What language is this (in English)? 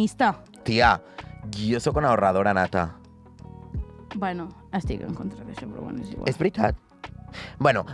Catalan